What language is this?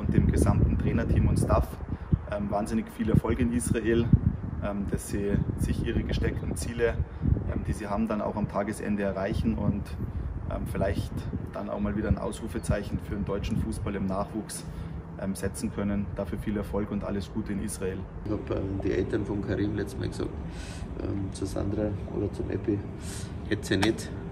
German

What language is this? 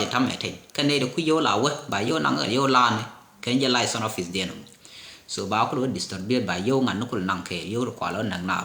Nuer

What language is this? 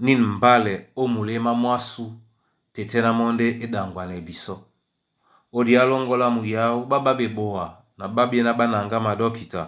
Duala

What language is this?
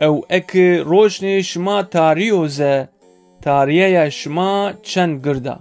Zaza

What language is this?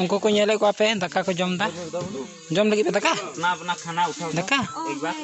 Santali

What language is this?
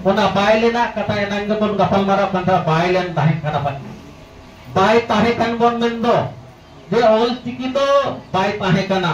Santali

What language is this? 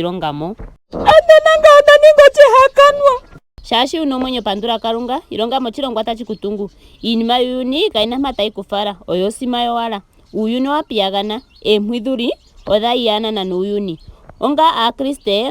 Ndonga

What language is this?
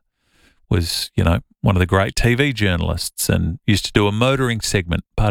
English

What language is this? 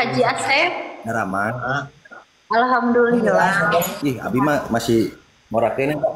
Sundanese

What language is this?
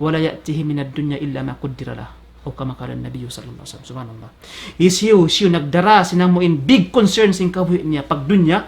Tausug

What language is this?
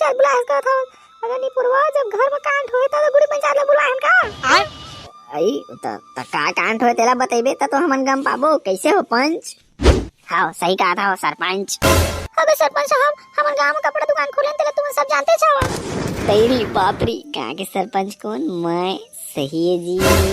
Chhattisgarhi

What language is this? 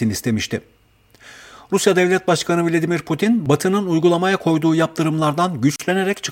Turkish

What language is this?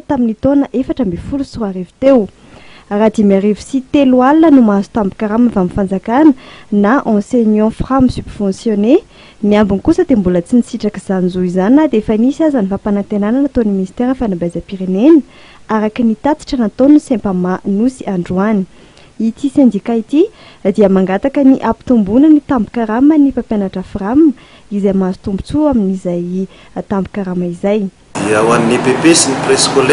Malagasy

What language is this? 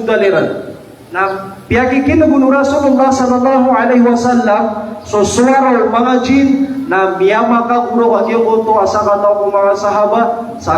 Maranao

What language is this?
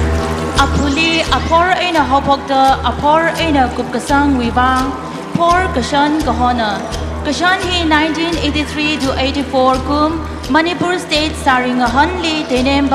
Tangkhul Naga (India)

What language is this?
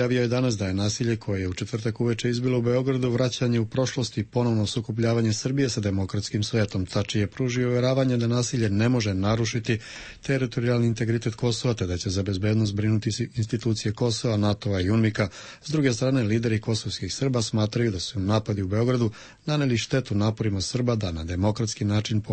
Croatian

